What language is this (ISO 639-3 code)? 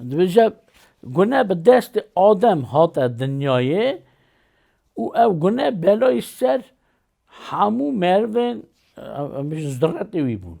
kur